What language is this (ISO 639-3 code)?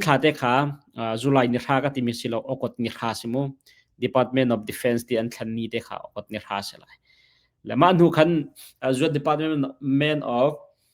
cnh